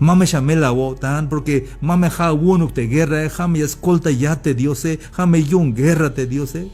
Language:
Tzeltal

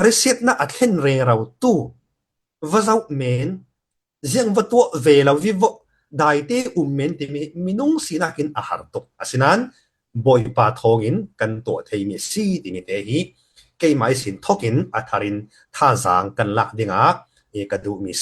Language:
Falam Chin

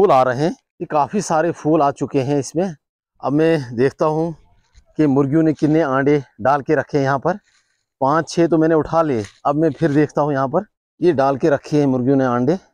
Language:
Hindi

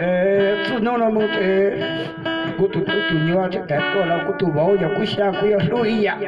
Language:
Hmong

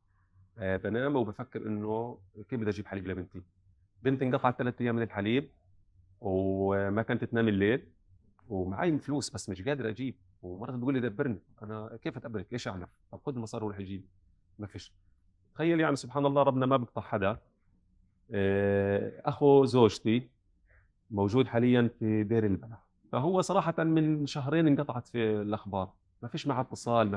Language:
North Levantine Arabic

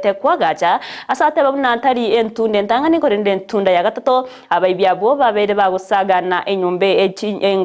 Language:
Gusii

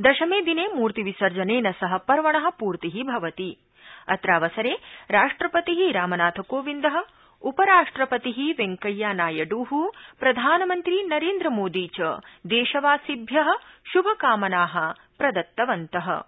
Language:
Sanskrit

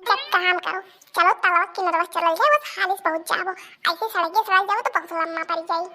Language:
Awadhi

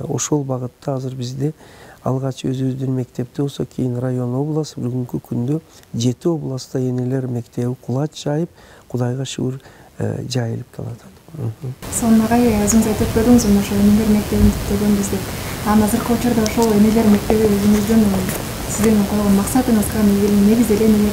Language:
Kyrgyz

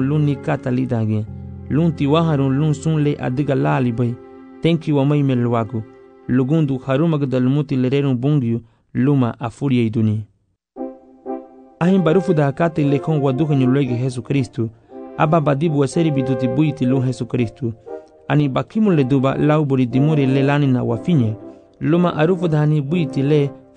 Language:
Garifuna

